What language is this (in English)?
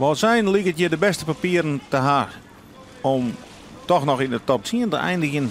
Western Frisian